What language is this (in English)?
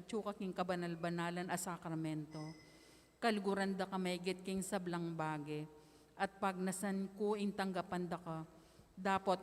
Pampanga